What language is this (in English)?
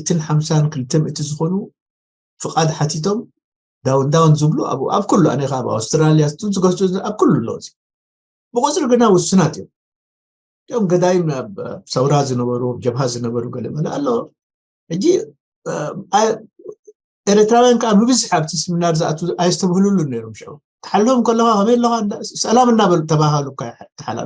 Tigrinya